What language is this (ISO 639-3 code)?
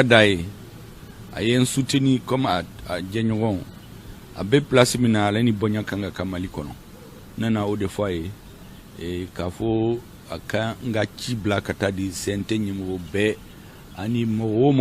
bam